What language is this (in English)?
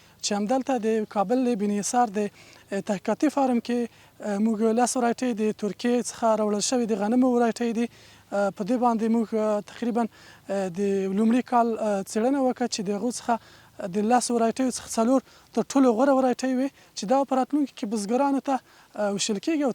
Pashto